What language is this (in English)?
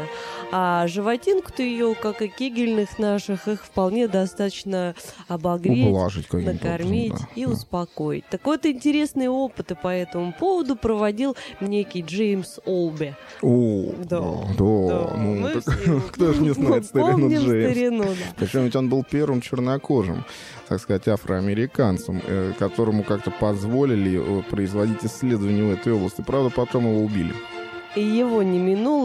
Russian